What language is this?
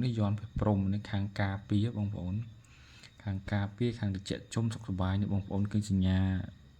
Khmer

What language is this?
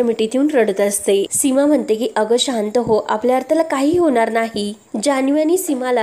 Marathi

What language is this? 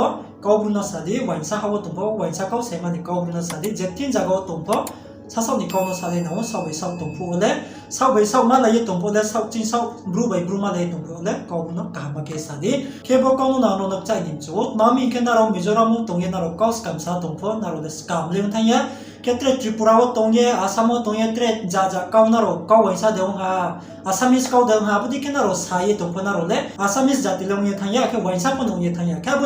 Riang (India)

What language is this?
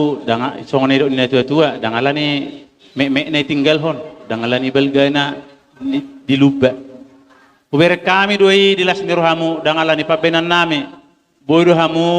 Batak Toba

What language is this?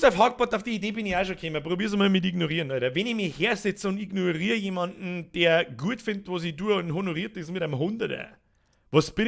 Bavarian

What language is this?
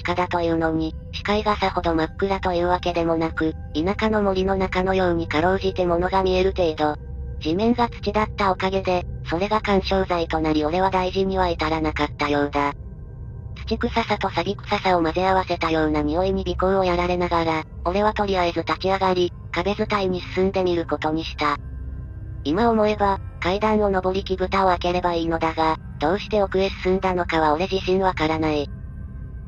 Japanese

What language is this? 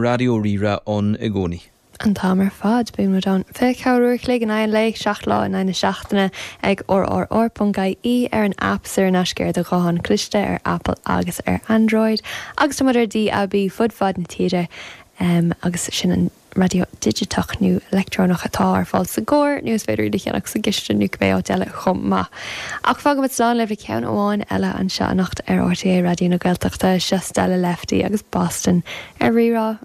Irish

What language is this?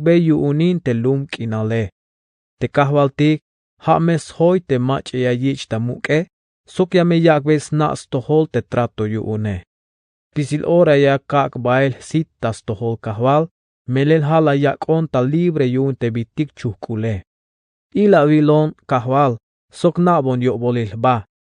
Tzeltal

